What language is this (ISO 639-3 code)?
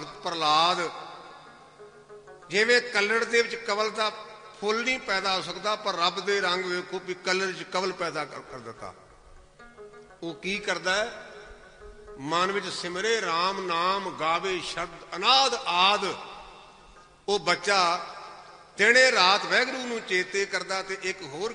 pan